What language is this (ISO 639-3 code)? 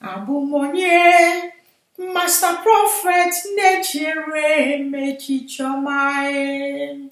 ibo